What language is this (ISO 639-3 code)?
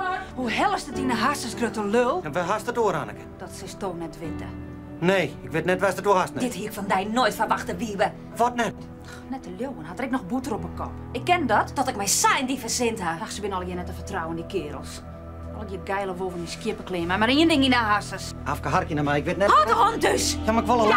fry